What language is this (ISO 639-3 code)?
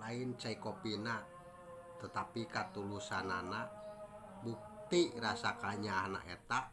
sun